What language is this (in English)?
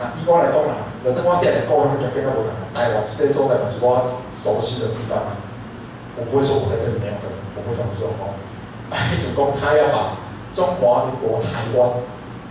Min Nan Chinese